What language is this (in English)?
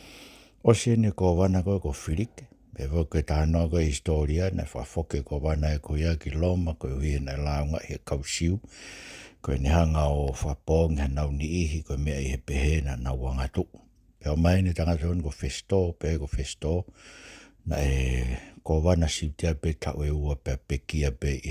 Tongan